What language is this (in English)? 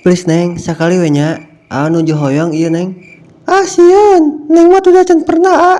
Sundanese